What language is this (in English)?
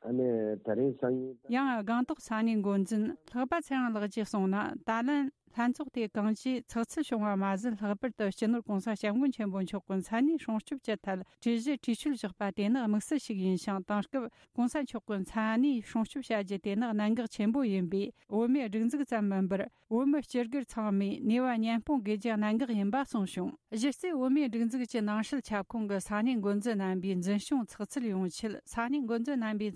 Tibetan